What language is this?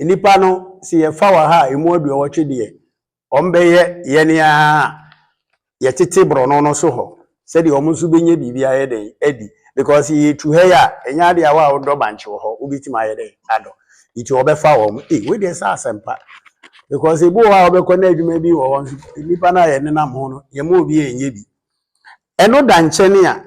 Akan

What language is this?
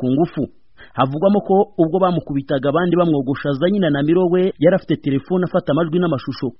Kinyarwanda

